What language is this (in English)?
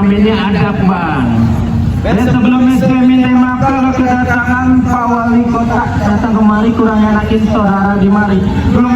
Betawi